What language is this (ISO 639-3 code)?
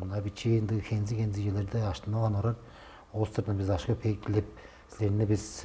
tyv